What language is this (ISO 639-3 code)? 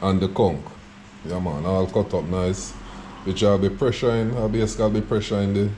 jam